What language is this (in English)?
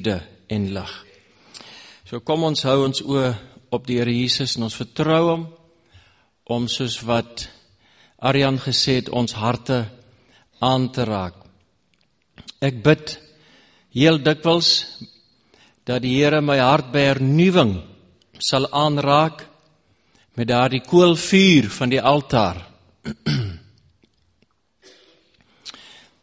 Afrikaans